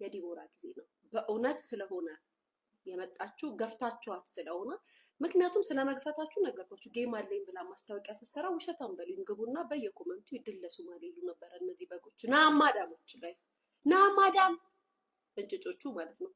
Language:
Amharic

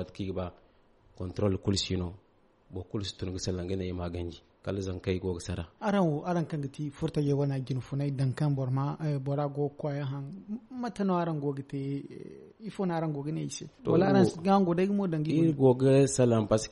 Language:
Zarma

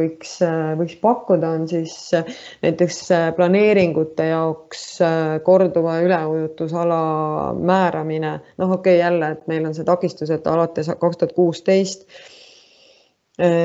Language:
Estonian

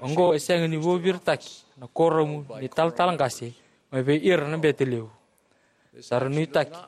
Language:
Fijian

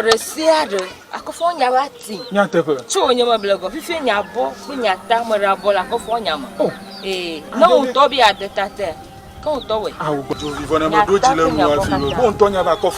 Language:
Ewe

